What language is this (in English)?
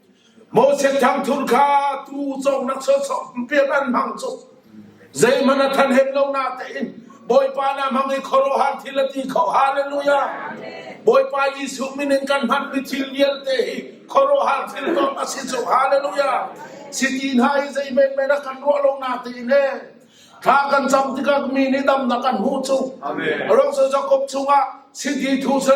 Hakha Chin